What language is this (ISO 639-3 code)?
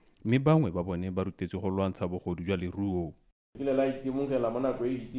tsn